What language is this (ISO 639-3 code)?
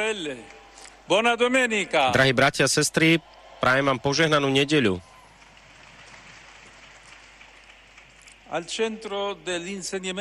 slk